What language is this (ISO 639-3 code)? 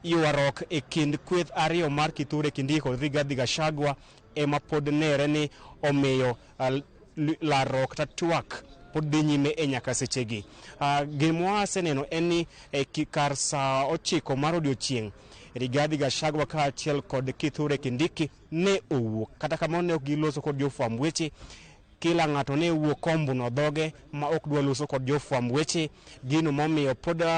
luo